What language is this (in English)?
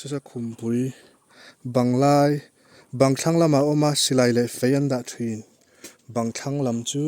Mizo